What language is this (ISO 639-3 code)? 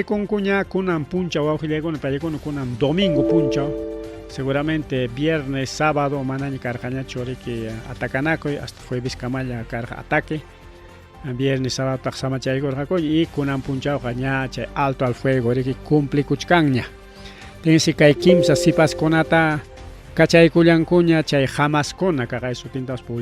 quy